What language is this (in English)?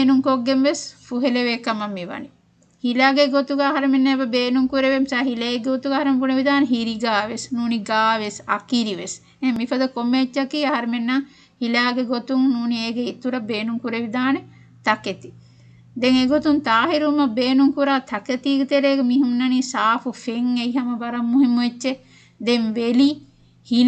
Divehi